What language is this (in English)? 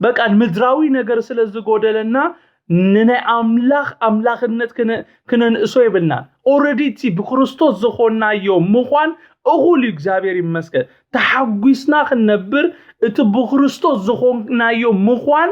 Tigrinya